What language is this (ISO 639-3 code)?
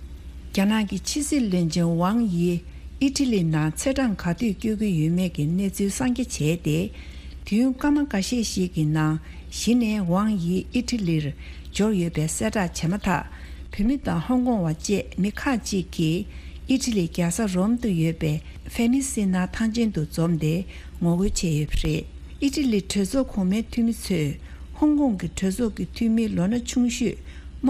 bod